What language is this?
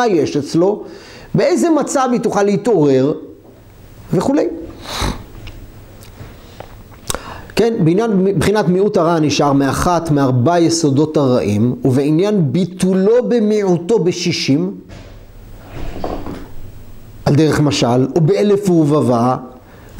Hebrew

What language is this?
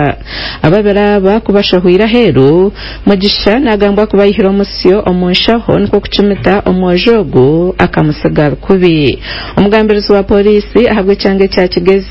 Nyankole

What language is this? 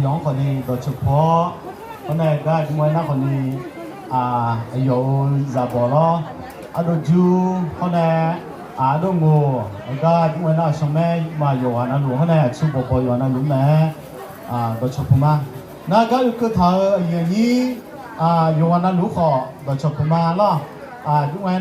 Akha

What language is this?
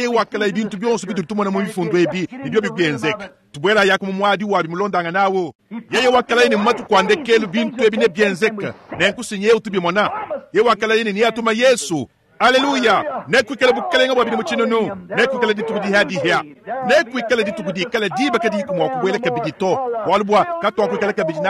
Luba-Lulua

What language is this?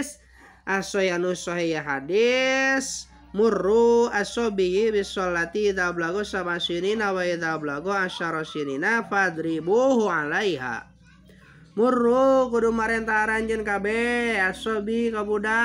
Sundanese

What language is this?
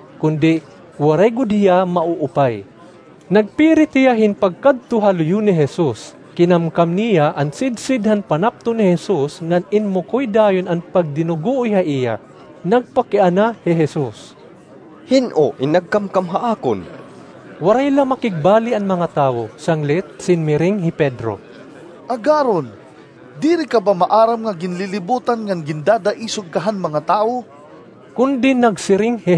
Waray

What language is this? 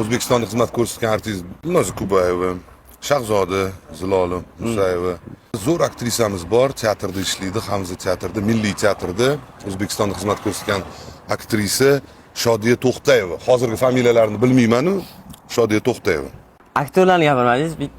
Uzbek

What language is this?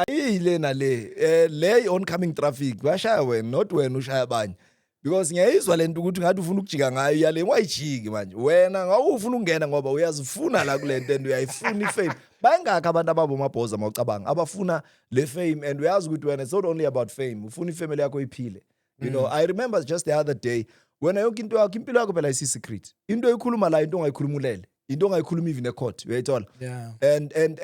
Zulu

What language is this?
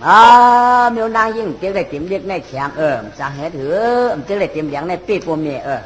Shan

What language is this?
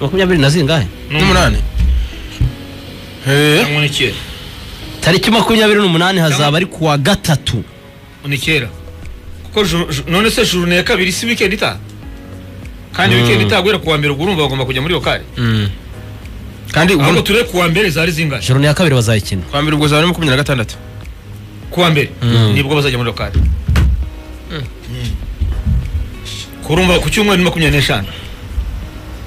Kinyarwanda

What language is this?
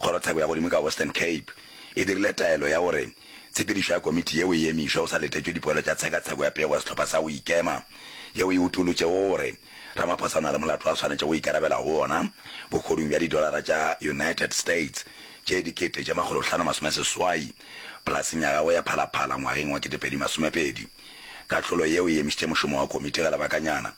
Northern Sotho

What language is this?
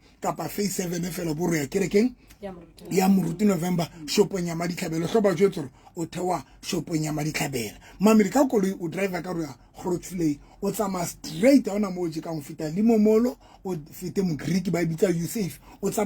Southern Sotho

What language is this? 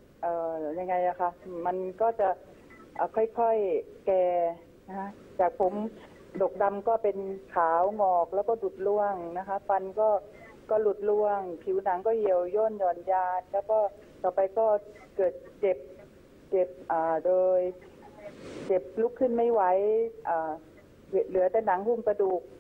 Thai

